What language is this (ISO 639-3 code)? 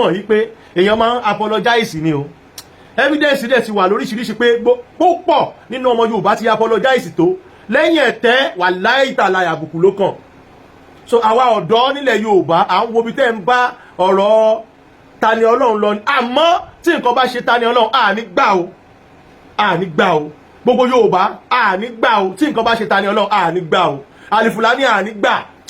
yor